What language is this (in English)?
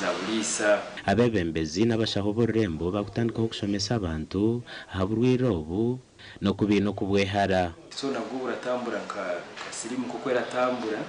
Nyankole